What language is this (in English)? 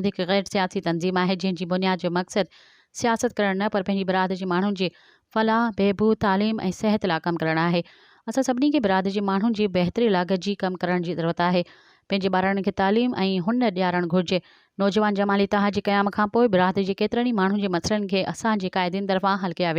Sindhi